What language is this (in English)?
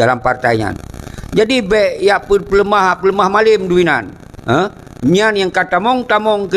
Achinese